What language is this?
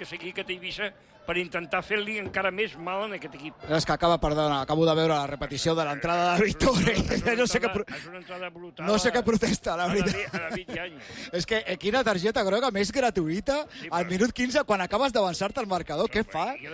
Catalan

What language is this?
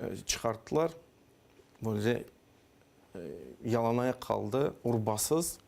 Crimean Tatar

